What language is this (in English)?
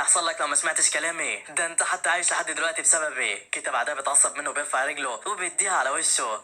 Egyptian Arabic